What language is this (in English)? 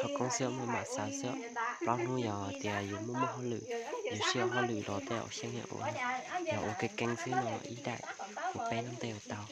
Hmong